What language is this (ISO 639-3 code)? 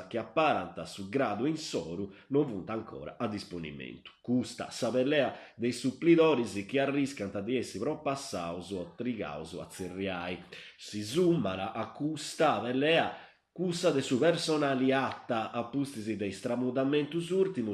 srd